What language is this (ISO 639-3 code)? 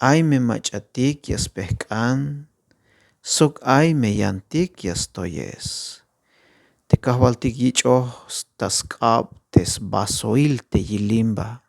tzh